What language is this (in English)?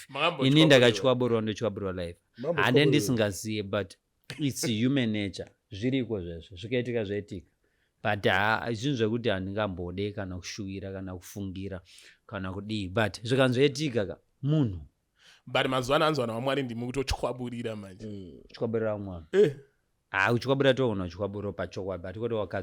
Shona